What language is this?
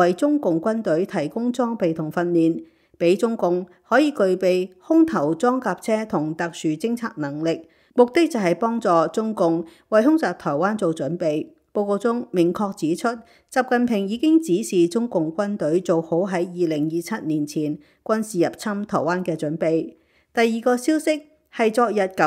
Cantonese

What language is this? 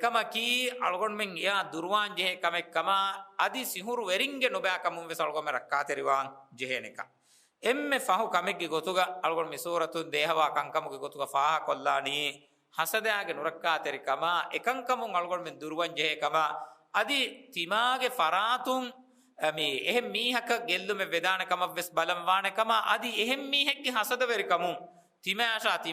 Divehi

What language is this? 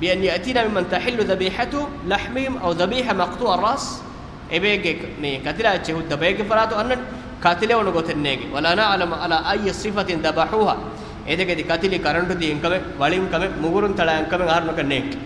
Divehi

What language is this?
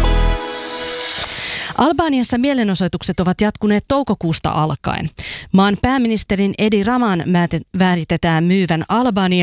Finnish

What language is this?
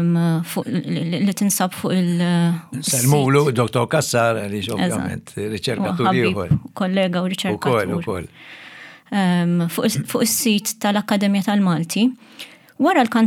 Maltese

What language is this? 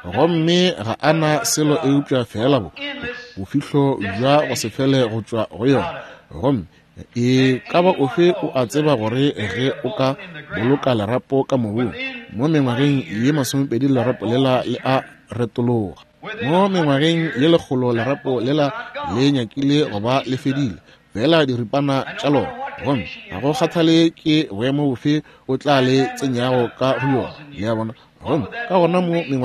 Northern Sotho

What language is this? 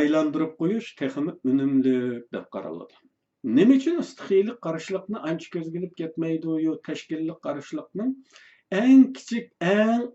Uyghur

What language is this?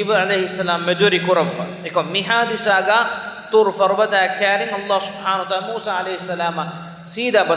Divehi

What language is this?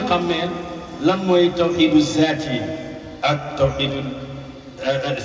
Wolof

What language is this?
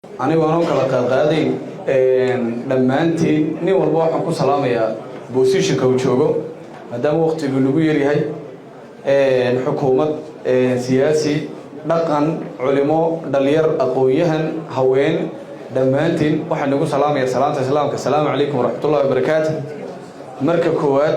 Somali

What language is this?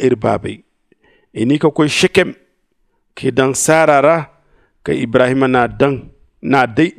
Zarma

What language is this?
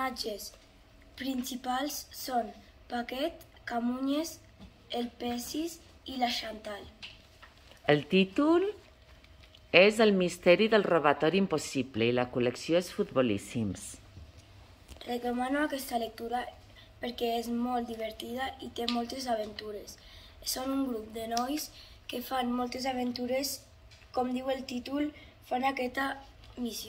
Catalan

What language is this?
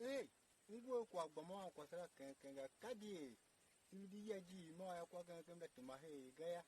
Tiv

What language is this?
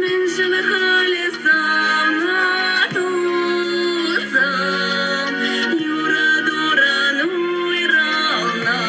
Chuvash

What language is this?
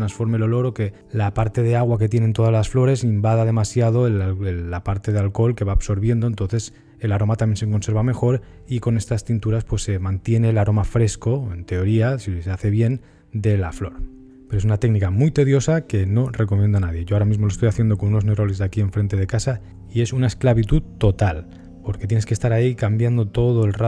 Spanish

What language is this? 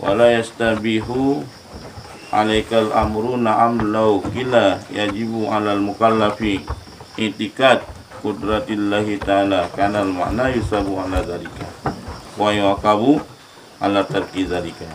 Achinese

